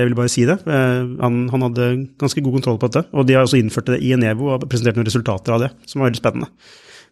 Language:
Norwegian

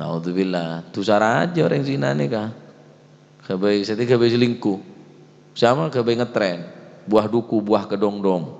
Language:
Madurese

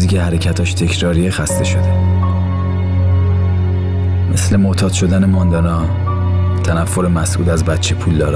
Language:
Persian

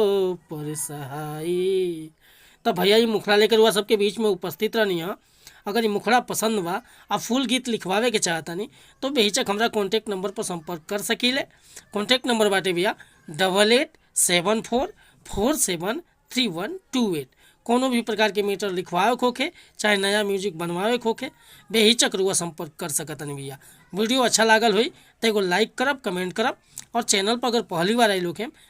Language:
Bhojpuri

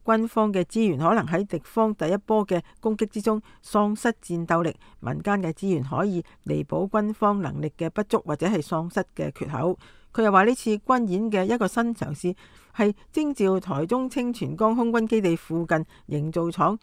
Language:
Cantonese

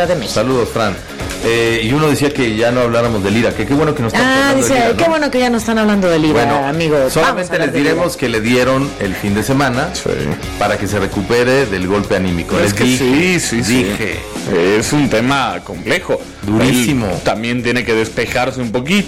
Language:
Spanish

